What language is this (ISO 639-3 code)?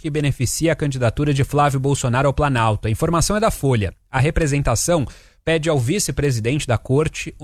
por